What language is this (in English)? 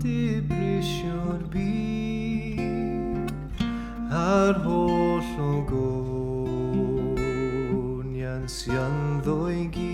Welsh